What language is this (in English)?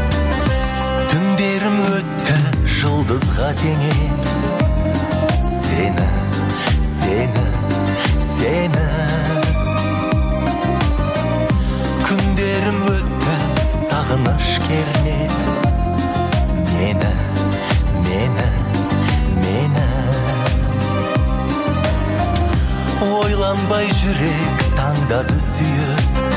Kazakh